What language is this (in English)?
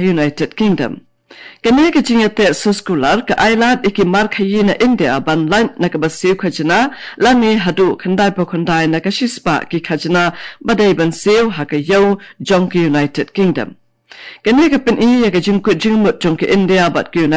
Khasi